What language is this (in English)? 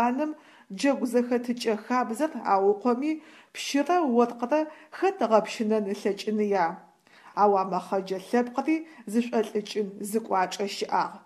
Adyghe